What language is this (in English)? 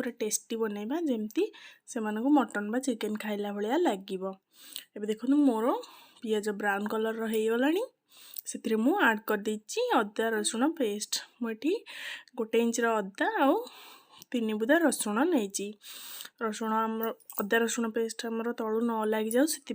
Odia